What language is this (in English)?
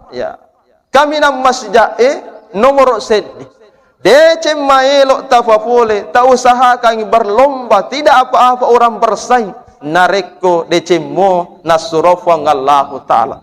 Buginese